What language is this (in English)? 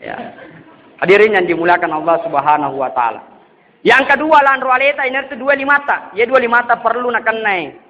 Buginese